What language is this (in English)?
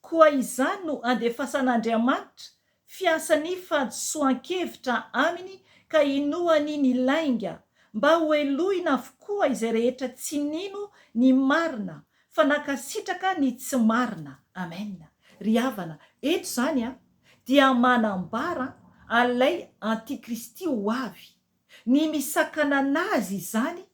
Malagasy